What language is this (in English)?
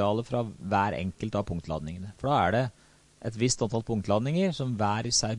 Norwegian